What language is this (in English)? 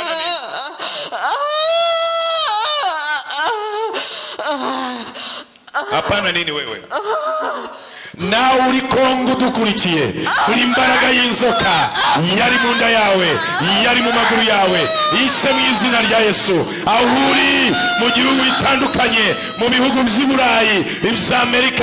Kinyarwanda